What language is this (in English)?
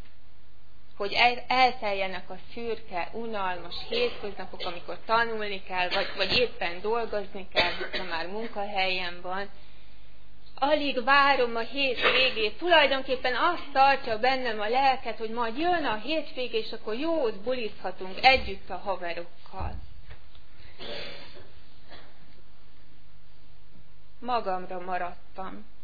Hungarian